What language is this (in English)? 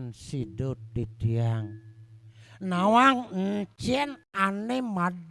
Balinese